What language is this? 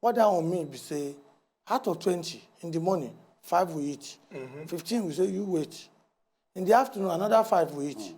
Nigerian Pidgin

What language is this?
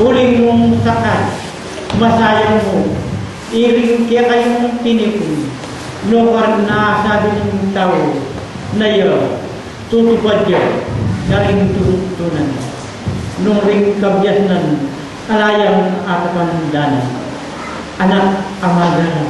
Pampanga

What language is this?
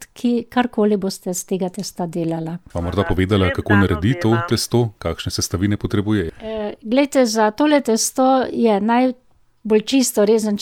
Slovenian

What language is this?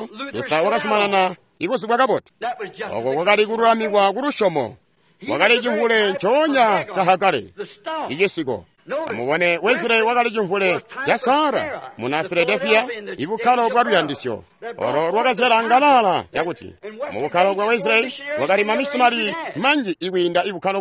Tonga (Zambia)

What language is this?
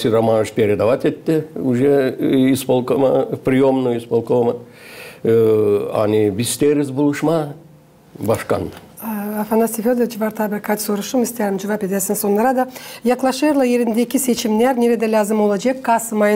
Gagauz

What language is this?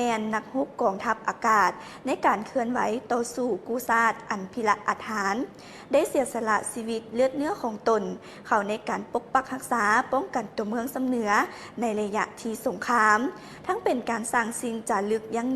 Lao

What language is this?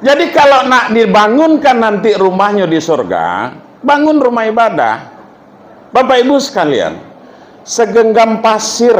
Minangkabau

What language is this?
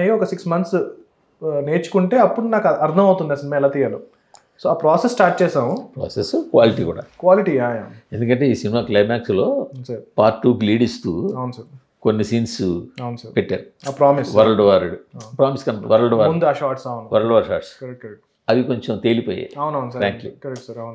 Telugu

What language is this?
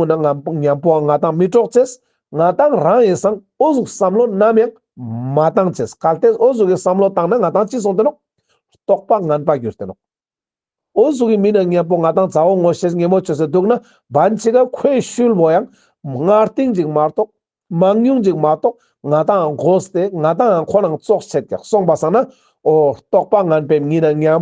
Ladakhi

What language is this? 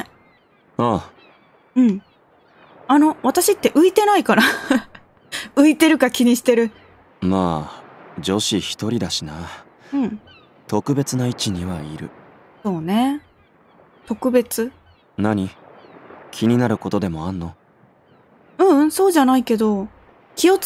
Japanese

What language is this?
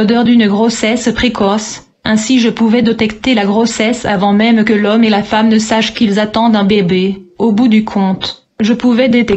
French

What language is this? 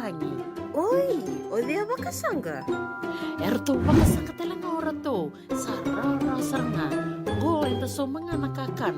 Fijian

